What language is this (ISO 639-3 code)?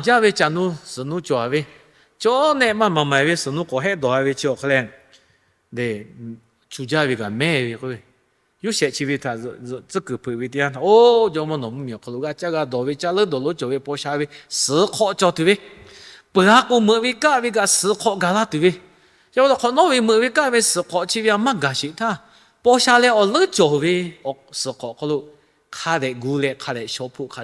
lhu